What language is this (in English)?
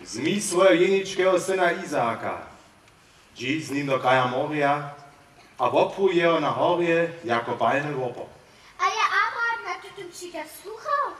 Upper Sorbian